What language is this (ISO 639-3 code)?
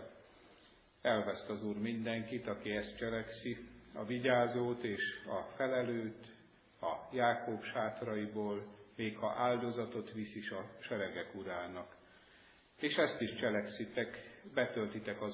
hun